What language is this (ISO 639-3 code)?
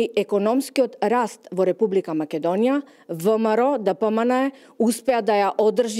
mkd